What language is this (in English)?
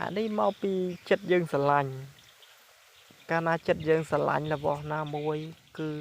Khmer